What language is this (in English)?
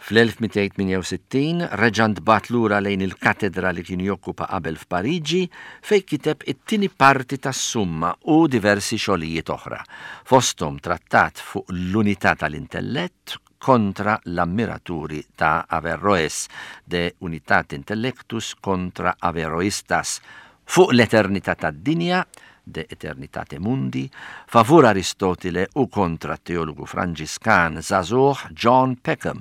Maltese